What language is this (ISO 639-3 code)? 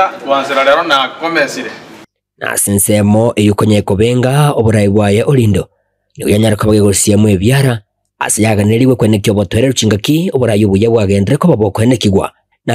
guz